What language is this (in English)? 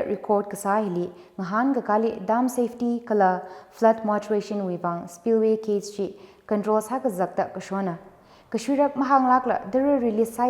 Tangkhul Naga (India)